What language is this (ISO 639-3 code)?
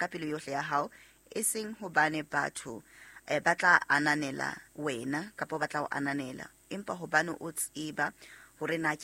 sot